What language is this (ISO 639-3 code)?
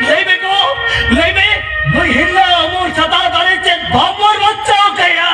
sat